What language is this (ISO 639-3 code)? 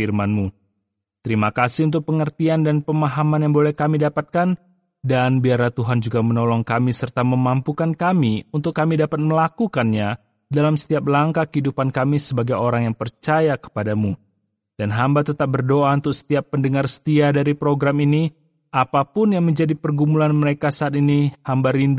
ind